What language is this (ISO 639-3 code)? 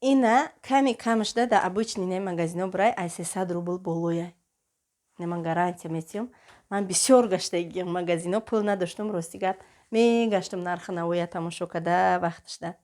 tgk